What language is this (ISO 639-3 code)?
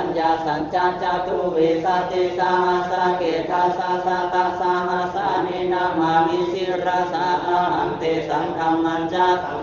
pli